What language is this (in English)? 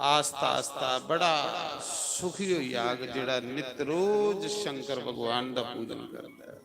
Dogri